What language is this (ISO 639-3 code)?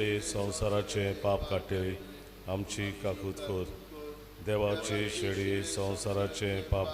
kok